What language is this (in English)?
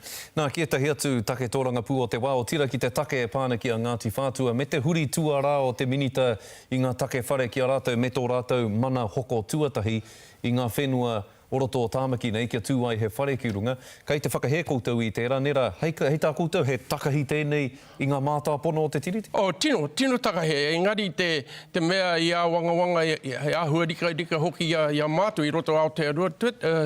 Māori